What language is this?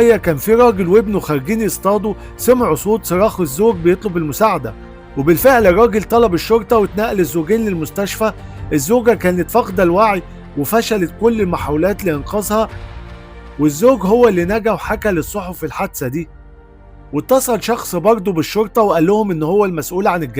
Egyptian Arabic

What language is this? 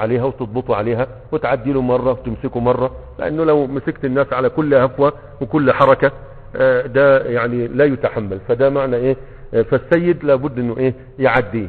Egyptian Arabic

